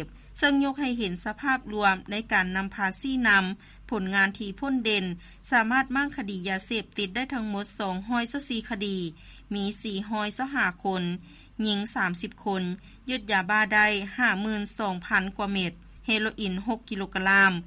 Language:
Lao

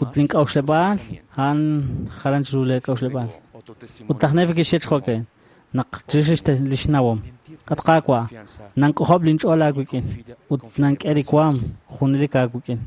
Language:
Kekchí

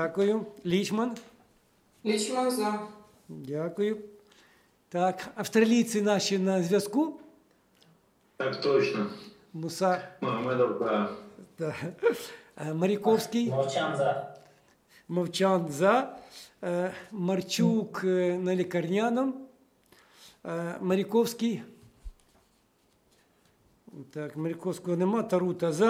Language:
Ukrainian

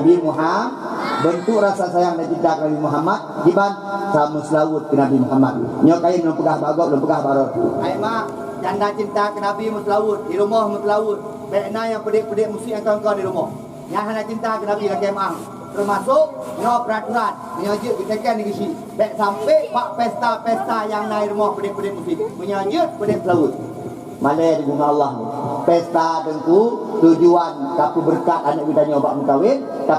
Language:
Achinese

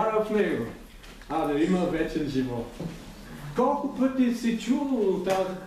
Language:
Bulgarian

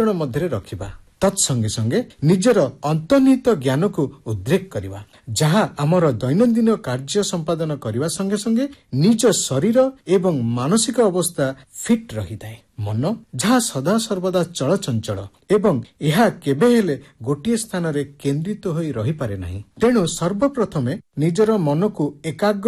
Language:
Odia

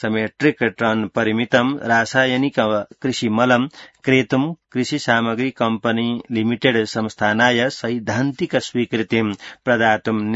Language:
Sanskrit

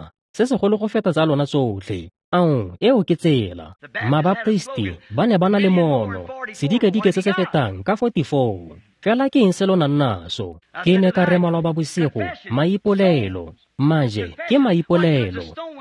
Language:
Tswana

